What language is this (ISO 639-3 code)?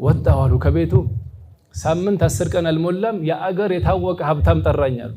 amh